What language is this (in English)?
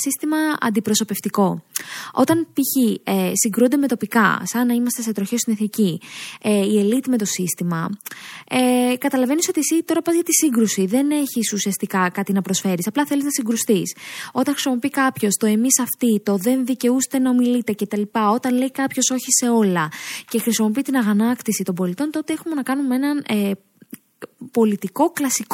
Greek